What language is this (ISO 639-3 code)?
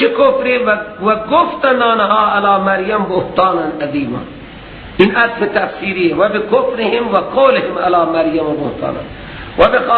fas